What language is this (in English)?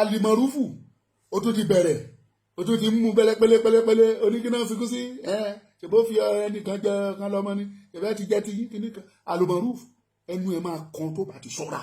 Yoruba